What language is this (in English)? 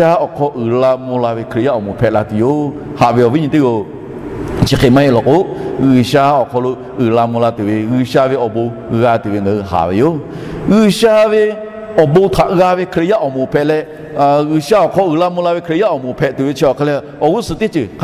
Lahu